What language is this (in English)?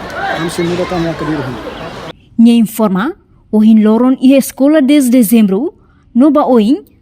Tetum